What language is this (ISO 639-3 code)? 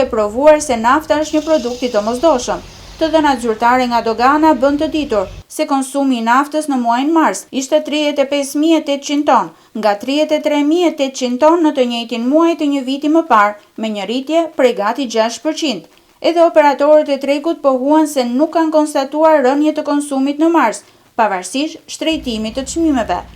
sqi